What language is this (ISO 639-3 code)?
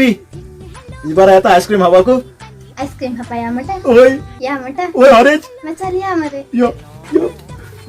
kok